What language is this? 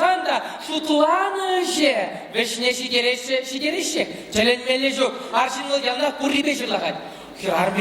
Chuvash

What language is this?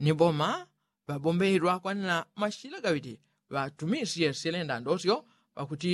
Yao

